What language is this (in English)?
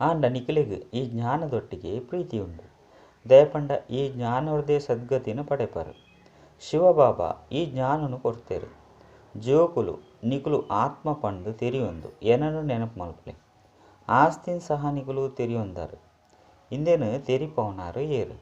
Tulu